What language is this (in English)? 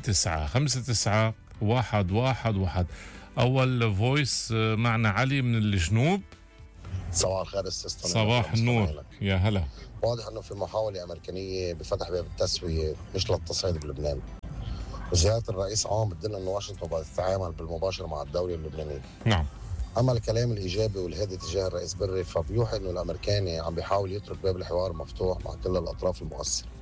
North Levantine Arabic